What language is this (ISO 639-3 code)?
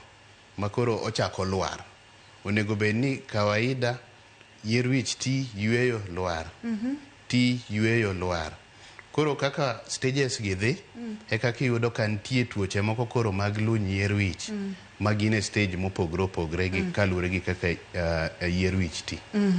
luo